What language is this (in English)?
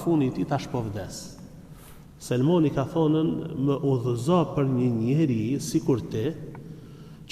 Albanian